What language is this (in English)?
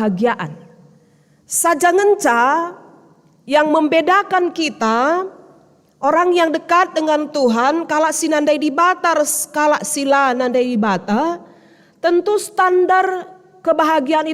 Batak Karo